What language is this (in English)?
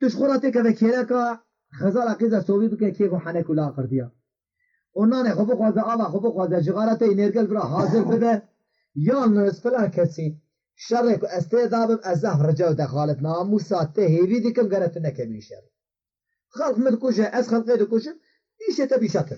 Kurdish